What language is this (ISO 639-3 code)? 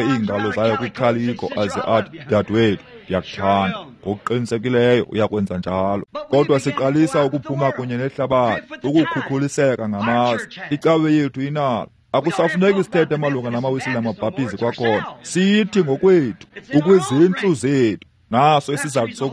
xho